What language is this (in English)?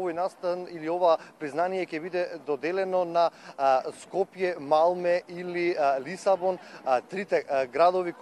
Macedonian